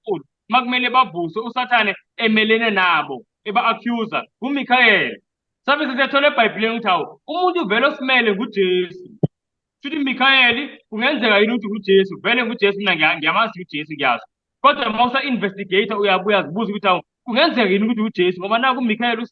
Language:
Zulu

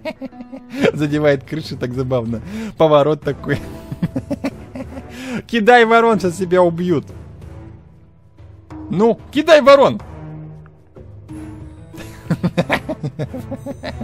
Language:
Russian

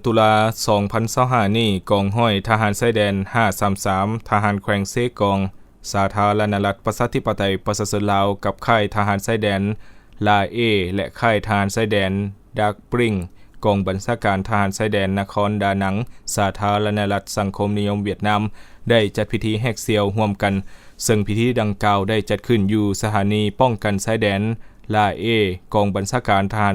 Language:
Lao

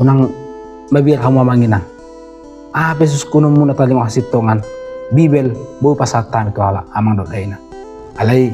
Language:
Batak Toba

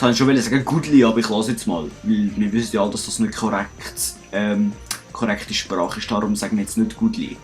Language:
Swiss German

